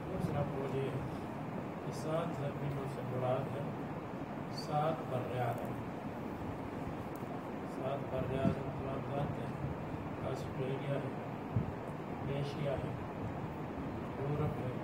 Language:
Urdu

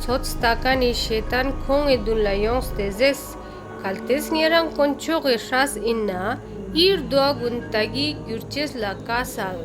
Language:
Ladakhi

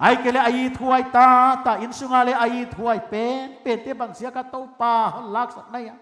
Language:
Paite Chin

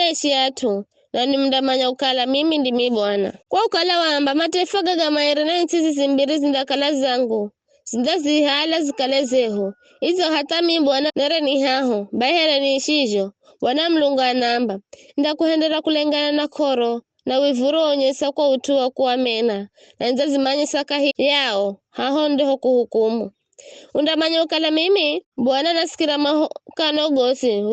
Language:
Giryama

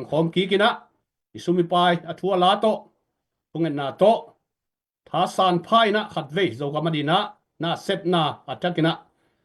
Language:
Tedim Chin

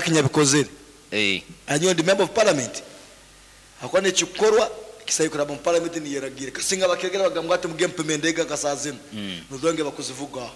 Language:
Nyankole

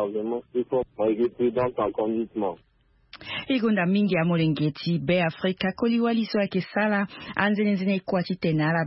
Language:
Sango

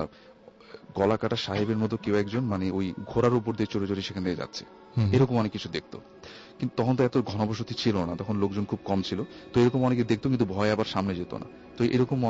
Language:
Bangla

